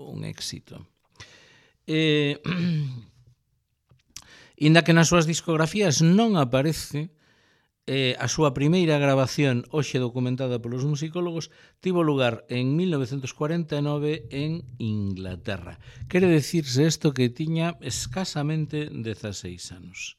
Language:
Galician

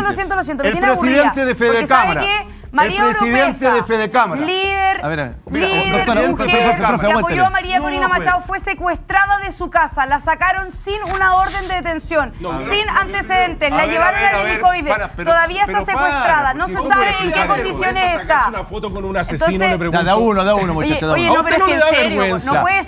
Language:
Spanish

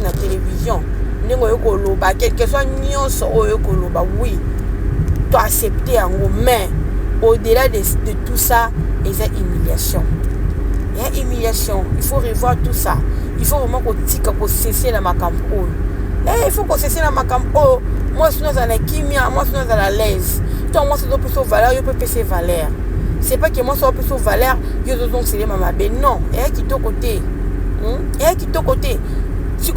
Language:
Lingala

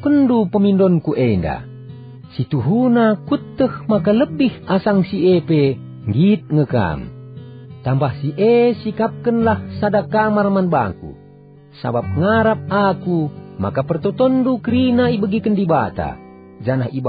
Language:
Batak Karo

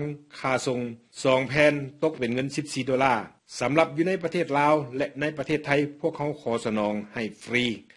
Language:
Lao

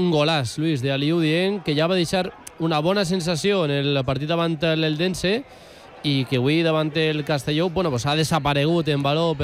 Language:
Catalan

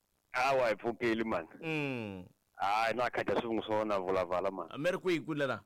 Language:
Tsonga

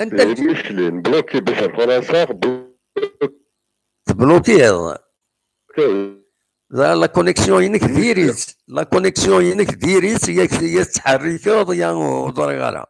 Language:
Kabyle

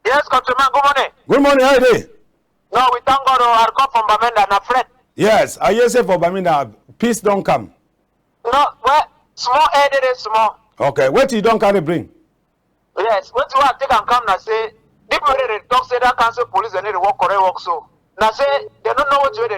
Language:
Cameroon Pidgin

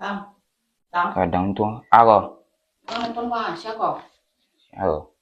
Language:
Minangkabau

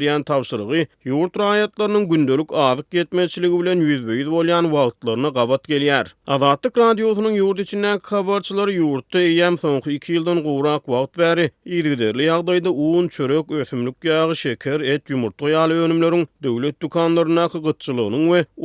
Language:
Turkmen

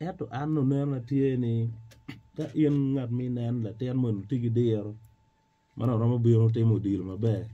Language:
Acoli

